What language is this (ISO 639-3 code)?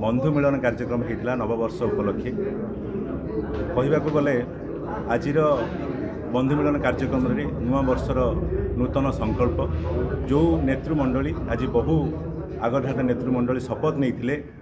ori